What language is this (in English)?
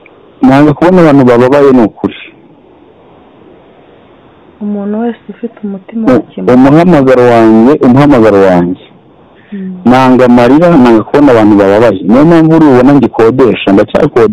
Kinyarwanda